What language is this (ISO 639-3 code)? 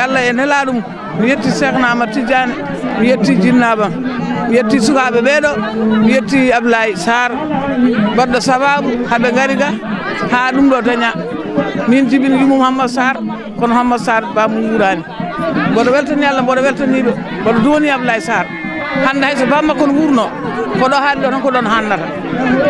ful